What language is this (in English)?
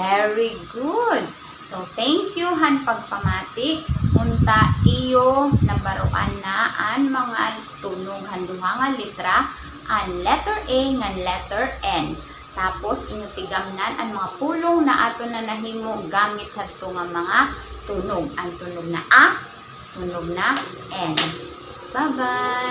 Waray